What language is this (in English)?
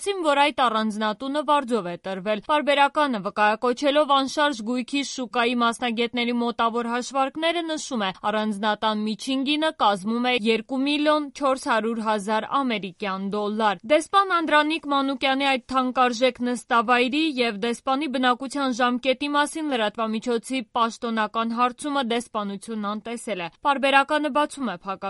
Armenian